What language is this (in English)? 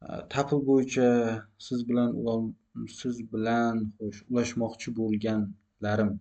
Uzbek